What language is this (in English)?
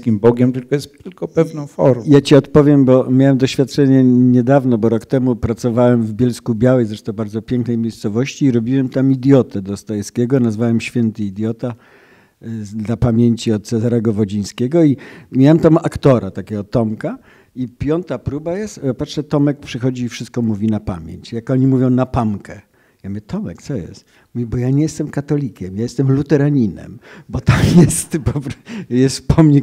Polish